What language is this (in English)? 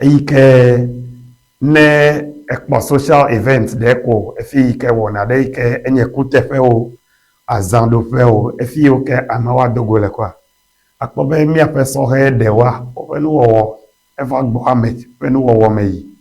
Ewe